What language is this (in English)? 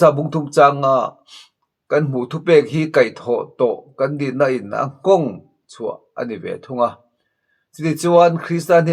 Mizo